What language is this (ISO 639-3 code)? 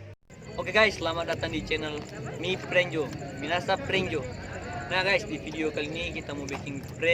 xmm